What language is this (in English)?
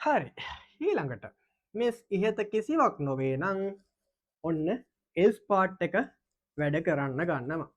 Sinhala